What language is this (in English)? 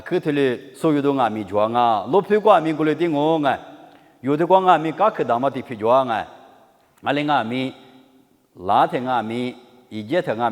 Lisu